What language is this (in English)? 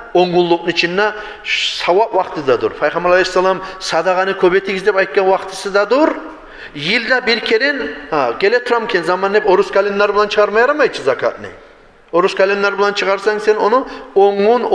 Kumyk